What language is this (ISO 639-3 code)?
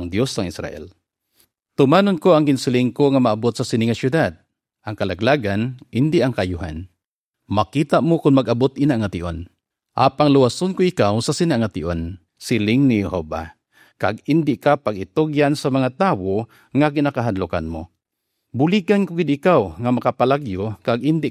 hil